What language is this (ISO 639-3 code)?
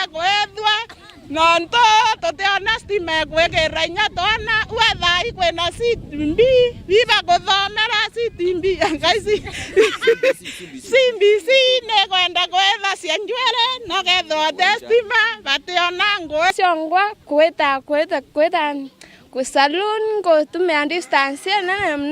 mer